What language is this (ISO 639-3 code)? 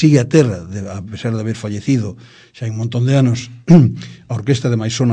glg